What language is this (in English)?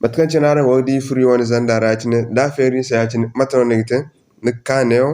Zarma